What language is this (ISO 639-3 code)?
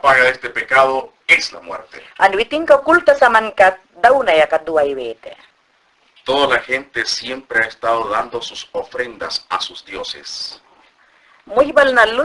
yan